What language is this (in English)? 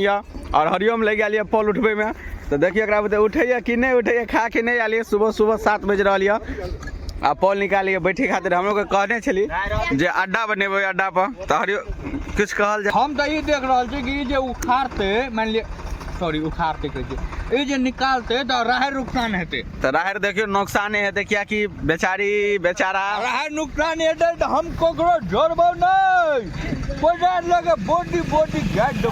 Maithili